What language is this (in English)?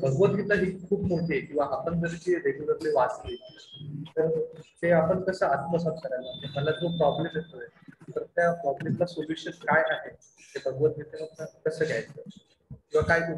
Marathi